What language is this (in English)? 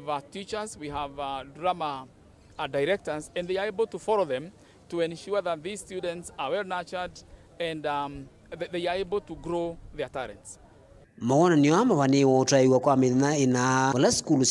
Kamba